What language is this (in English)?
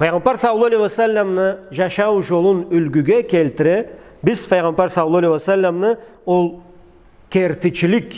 Karachay-Balkar